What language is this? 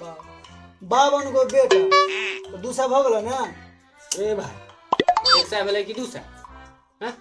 Maithili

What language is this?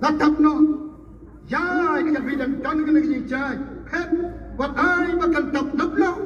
Khasi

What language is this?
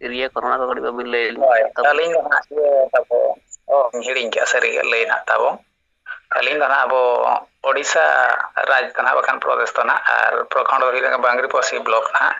Santali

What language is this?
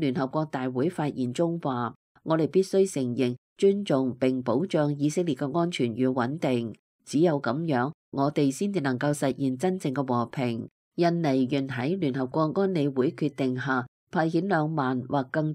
Cantonese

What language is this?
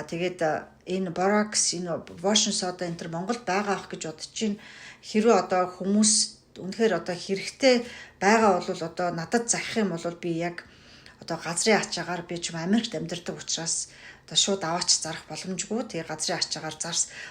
Mongolian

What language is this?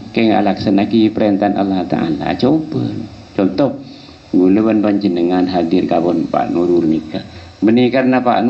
Madurese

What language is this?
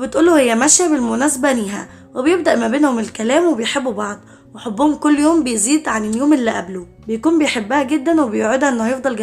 Egyptian Arabic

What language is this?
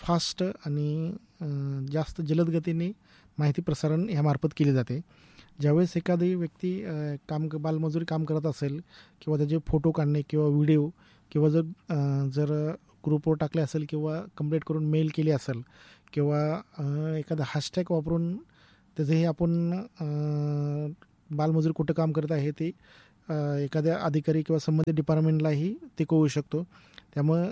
Marathi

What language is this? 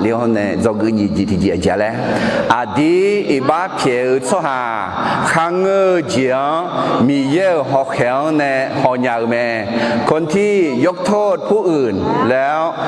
Akha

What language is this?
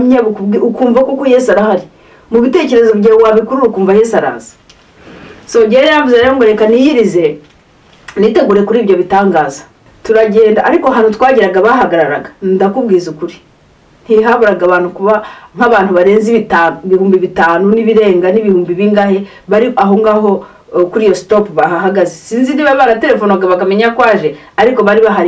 Kinyarwanda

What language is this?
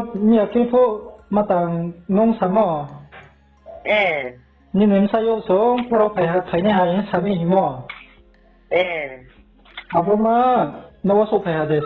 Riang (India)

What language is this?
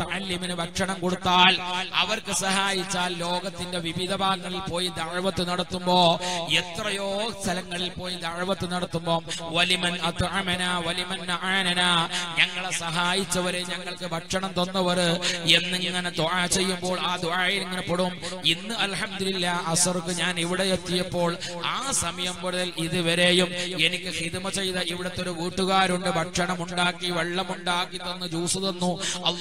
Malayalam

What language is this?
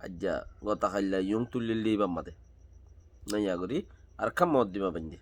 Rohingya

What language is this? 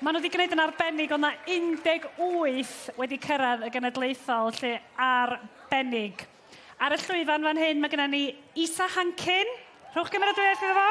Welsh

